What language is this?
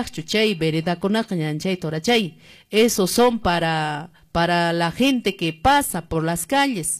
Quechua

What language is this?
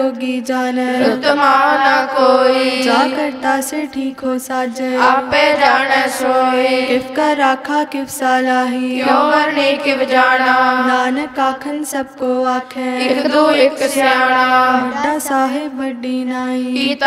Punjabi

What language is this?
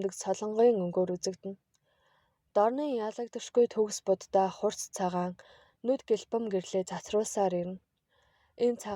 Mongolian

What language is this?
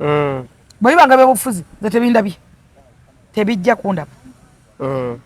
Ganda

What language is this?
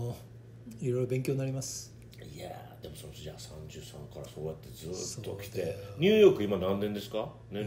Japanese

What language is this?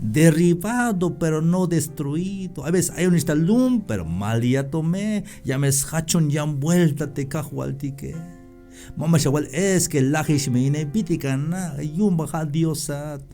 Tzeltal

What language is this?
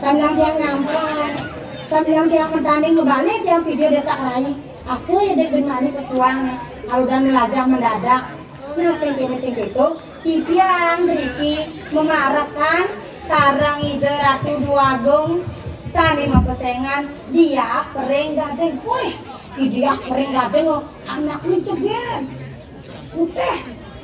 Balinese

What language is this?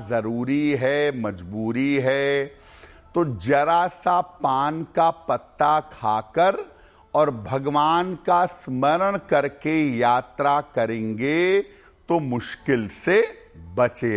Hindi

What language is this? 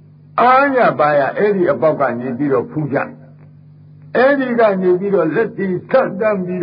Burmese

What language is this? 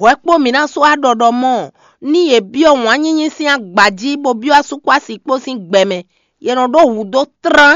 Fon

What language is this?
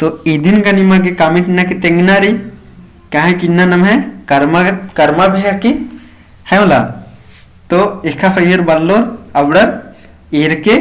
Kurukh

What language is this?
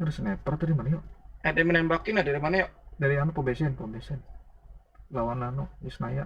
Banjar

